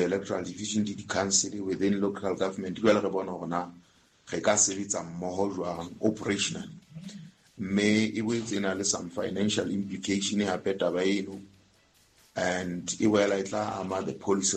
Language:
Southern Sotho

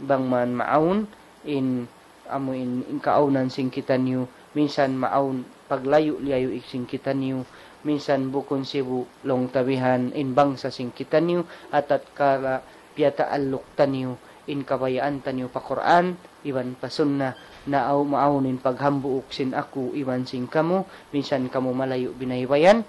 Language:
Tausug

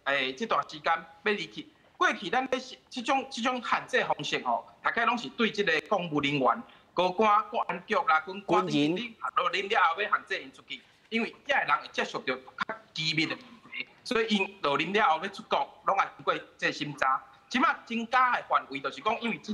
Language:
Min Nan Chinese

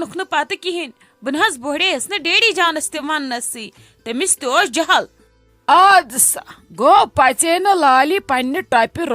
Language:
Kashmiri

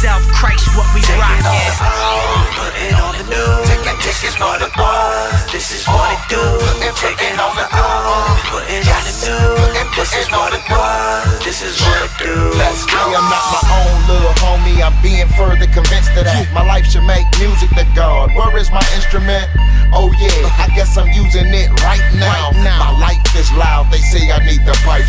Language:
English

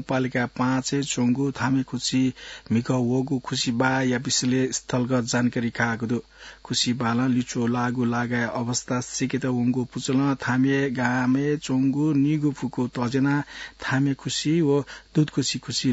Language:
Newari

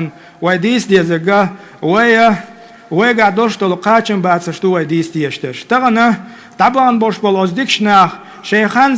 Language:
Chechen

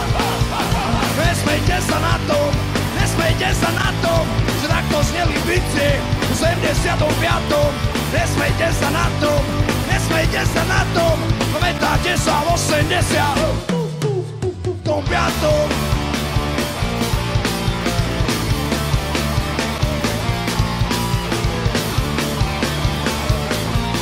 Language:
Slovak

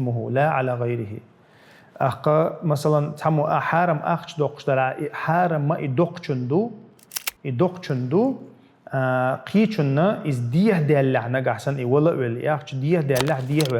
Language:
Chechen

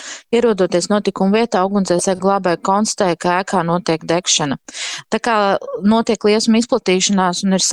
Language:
Latvian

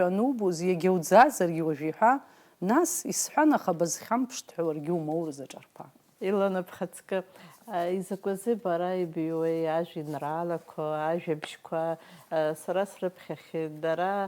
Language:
Abkhazian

